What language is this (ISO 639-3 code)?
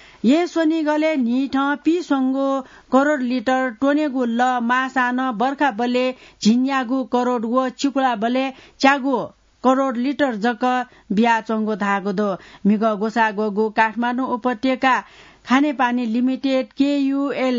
new